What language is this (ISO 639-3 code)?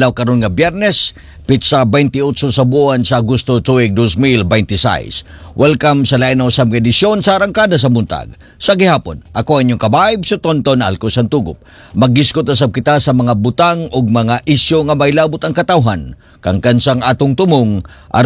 ceb